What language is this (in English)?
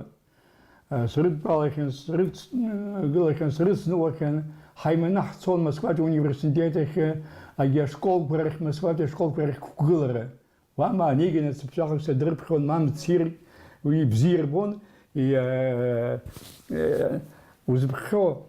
Abkhazian